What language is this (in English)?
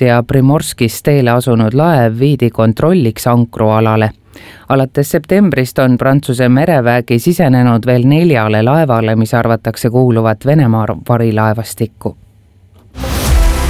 Estonian